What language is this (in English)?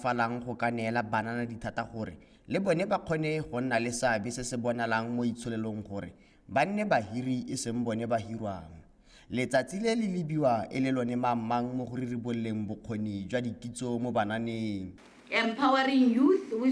Tswana